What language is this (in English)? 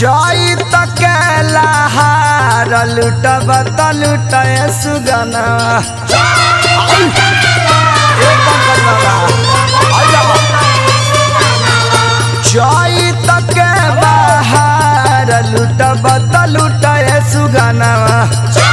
Bhojpuri